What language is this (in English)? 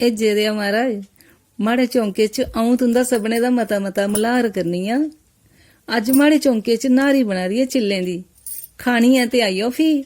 Dogri